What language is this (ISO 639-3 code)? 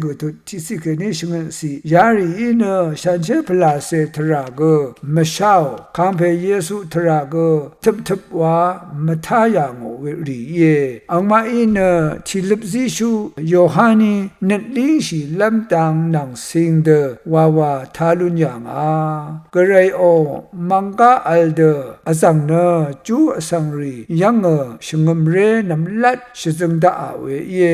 raw